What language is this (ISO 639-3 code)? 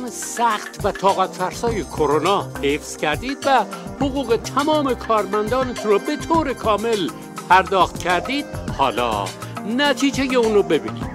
fas